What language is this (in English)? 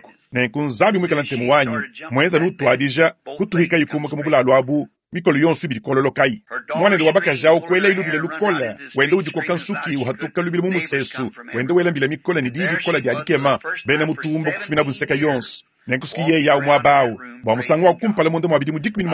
Luba-Lulua